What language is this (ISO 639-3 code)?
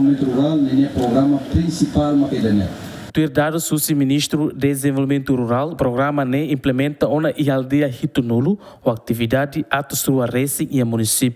tet